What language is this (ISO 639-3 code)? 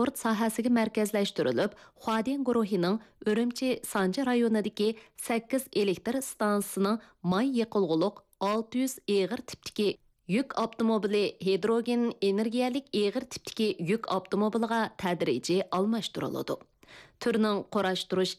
uig